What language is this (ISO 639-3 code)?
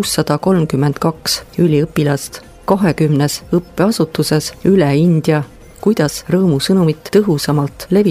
est